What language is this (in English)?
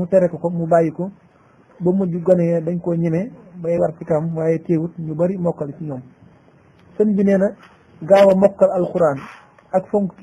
Wolof